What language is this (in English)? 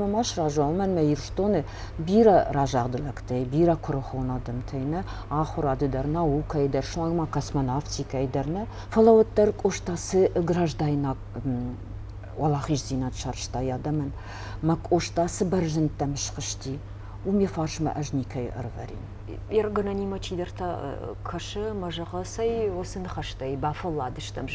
Ossetic